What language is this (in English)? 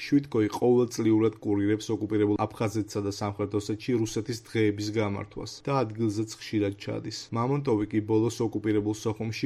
Georgian